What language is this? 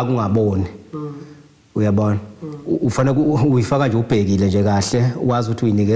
Zulu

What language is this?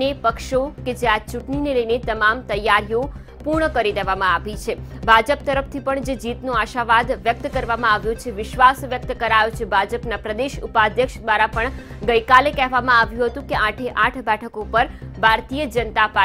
Gujarati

